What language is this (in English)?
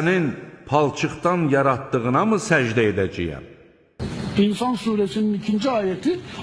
Azerbaijani